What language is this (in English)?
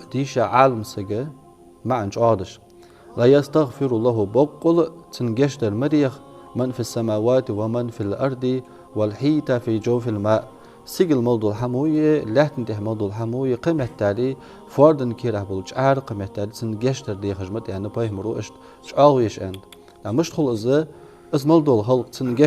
Ingush